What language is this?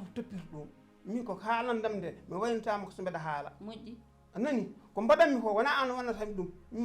Fula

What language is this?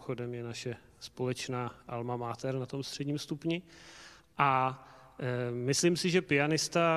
Czech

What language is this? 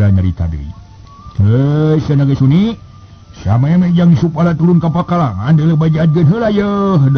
Sundanese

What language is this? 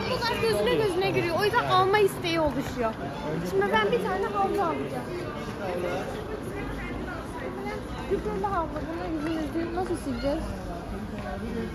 Turkish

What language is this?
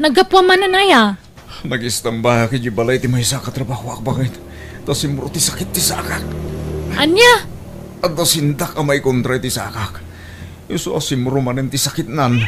Iloko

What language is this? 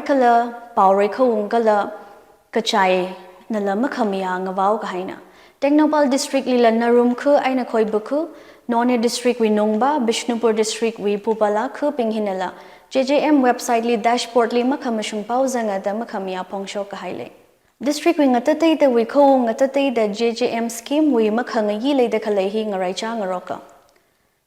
Tangkhul Naga (India)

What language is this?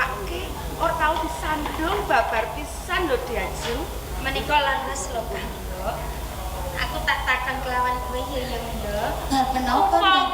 Javanese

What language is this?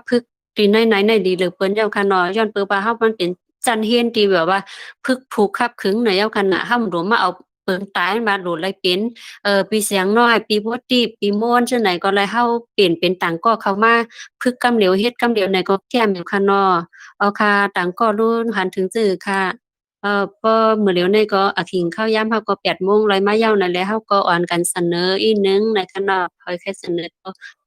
Shan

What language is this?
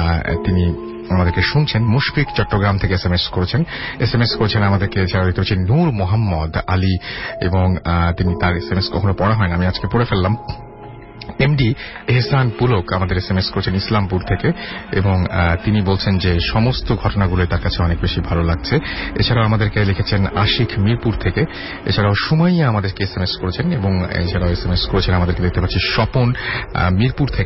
Bangla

